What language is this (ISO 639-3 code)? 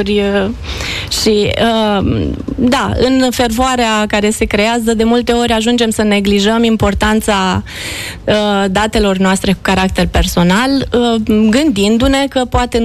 ron